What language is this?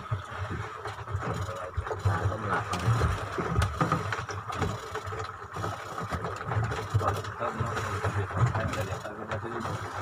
Malay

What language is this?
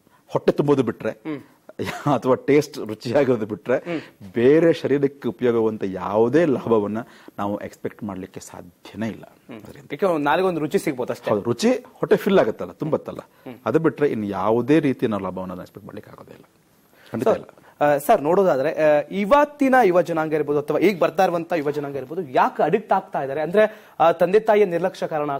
Kannada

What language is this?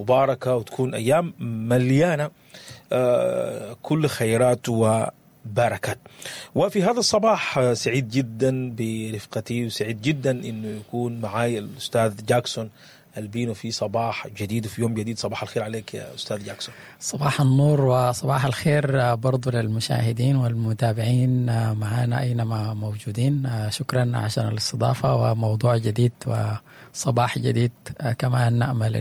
Sudanese Arabic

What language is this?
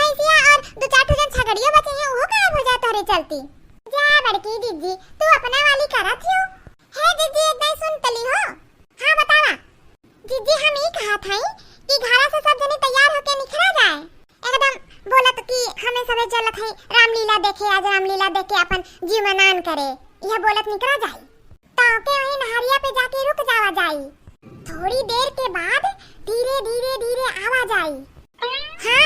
Awadhi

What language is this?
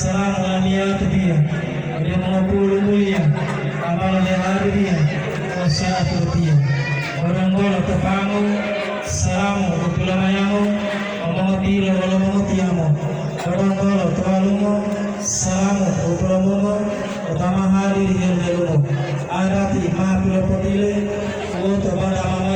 Gorontalo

